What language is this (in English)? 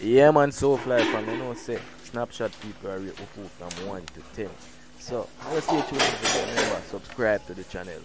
Jamaican Creole English